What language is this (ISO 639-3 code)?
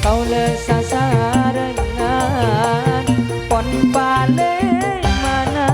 mad